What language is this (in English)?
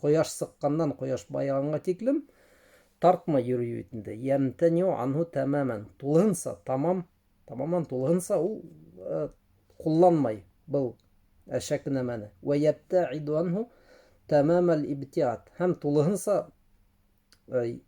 Bashkir